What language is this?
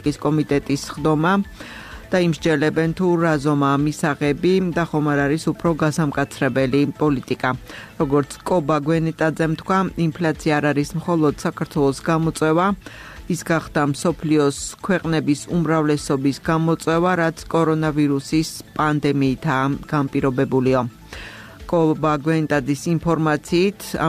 Georgian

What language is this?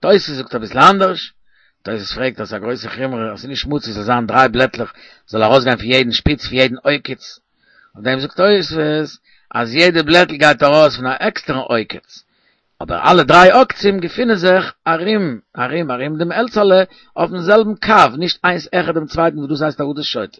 Yiddish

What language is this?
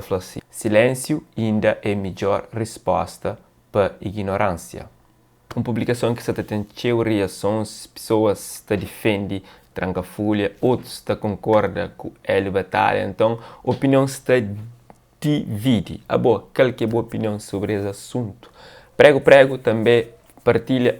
Kabuverdianu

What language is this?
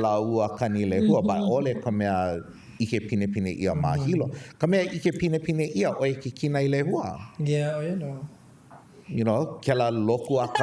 Hawaiian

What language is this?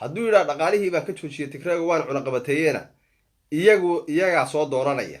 Somali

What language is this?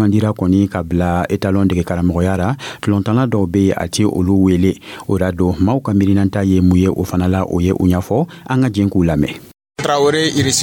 Dyula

